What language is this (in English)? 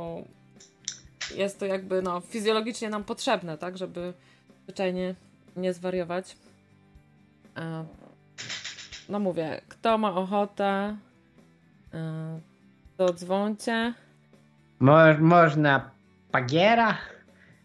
Polish